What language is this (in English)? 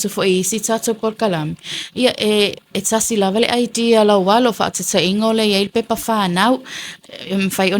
Samoan